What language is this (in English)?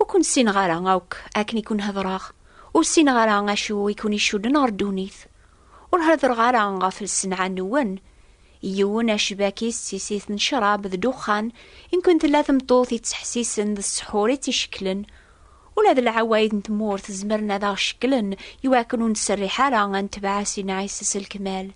Kabyle